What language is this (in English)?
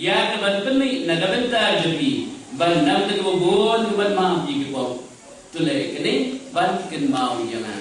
Khasi